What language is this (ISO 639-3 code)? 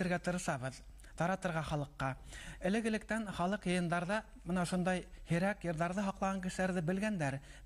bak